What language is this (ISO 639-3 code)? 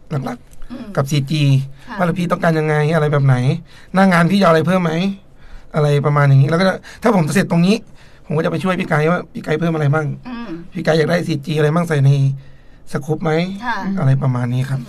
tha